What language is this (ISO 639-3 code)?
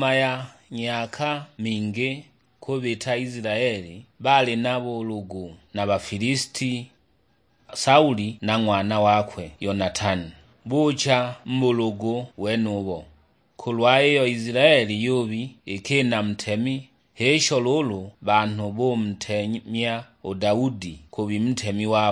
suk